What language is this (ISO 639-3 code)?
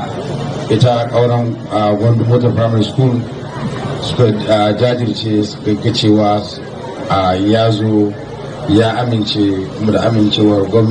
hau